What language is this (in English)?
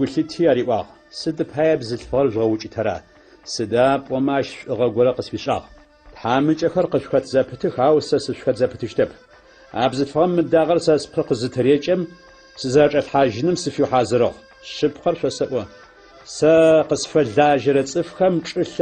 Adyghe